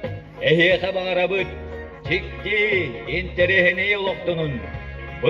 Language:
Yakut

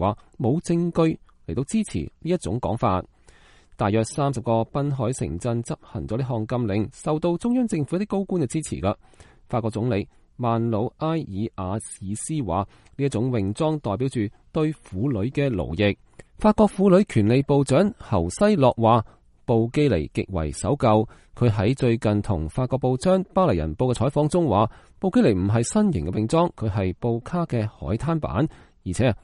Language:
Cantonese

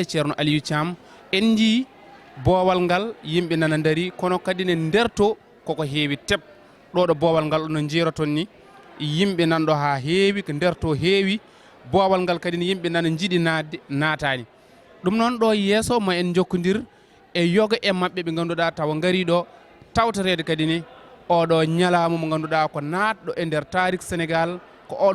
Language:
Fula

